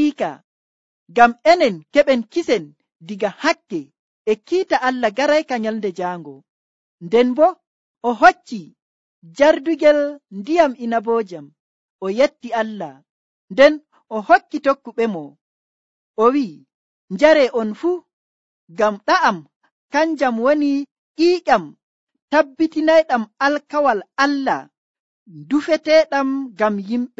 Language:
Nigerian Fulfulde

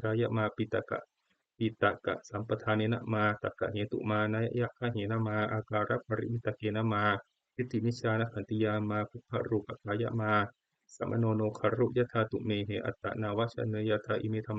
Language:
Pali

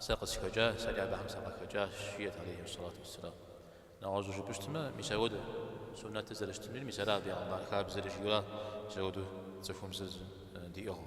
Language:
Kabardian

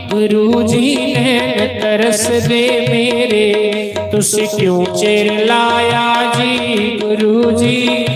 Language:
Dogri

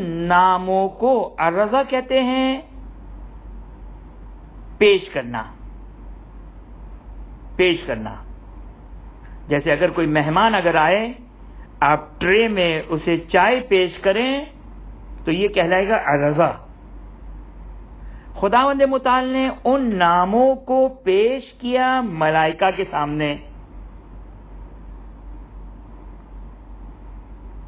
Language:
Urdu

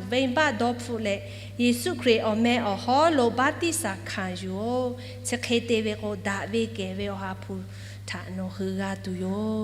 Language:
Lahu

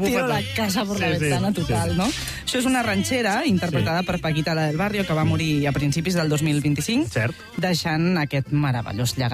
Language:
Catalan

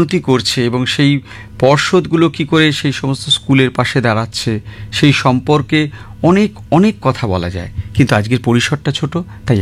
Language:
Bangla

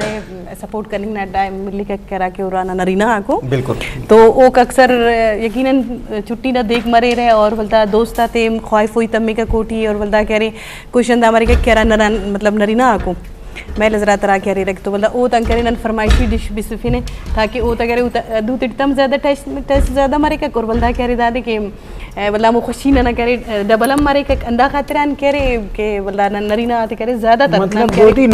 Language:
Eastern Balochi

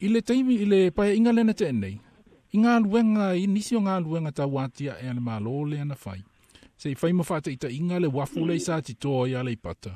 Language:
Samoan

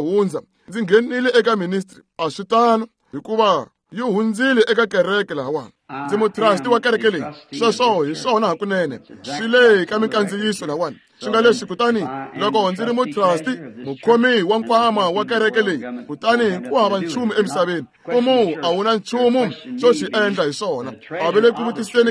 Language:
Tsonga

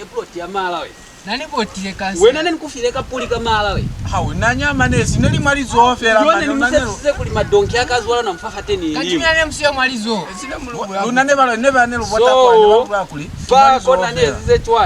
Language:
Lozi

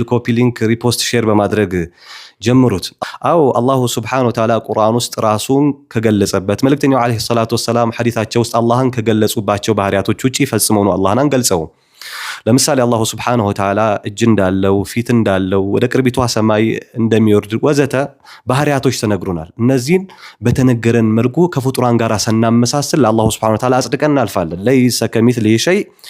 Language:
Amharic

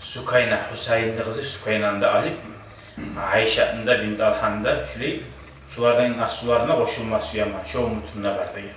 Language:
Kumyk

